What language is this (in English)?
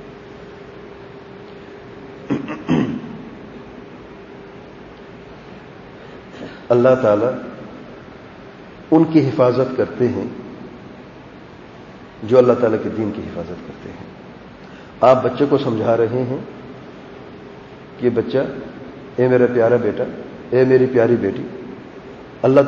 Urdu